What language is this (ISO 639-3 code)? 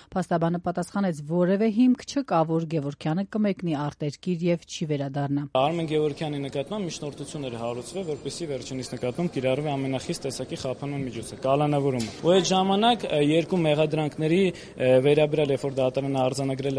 hye